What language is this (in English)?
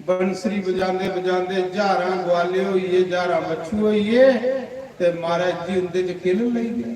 Dogri